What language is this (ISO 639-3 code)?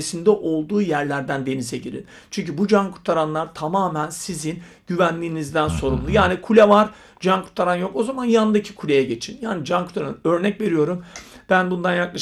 tur